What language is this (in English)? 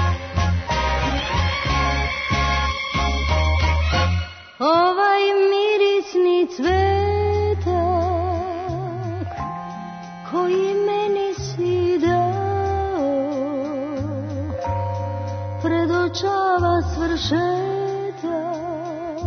Serbian